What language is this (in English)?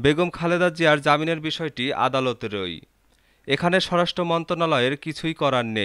Bangla